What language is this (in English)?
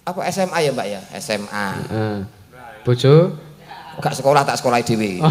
Javanese